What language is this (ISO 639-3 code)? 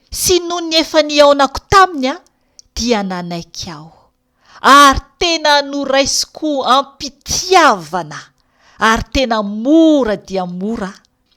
mlg